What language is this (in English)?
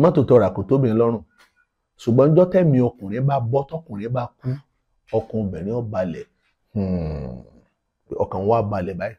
Yoruba